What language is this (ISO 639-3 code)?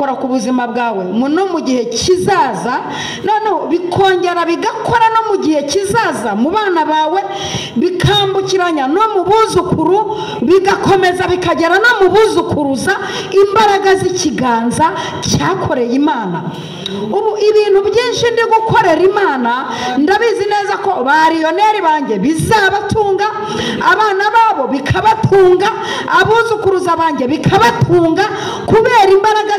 kin